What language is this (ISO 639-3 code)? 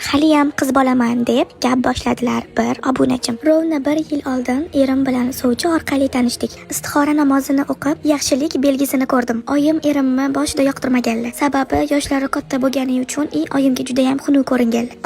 uzb